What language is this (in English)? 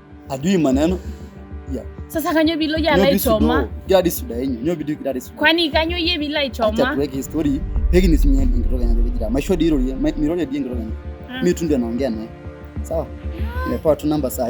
Masai